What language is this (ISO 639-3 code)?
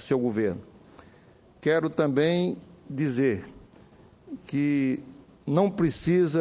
por